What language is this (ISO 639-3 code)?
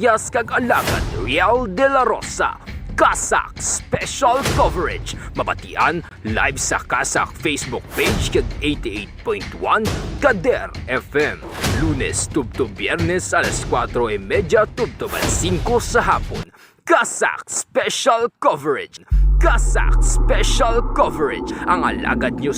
hil